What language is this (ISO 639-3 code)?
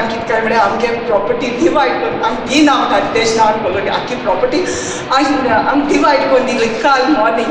kok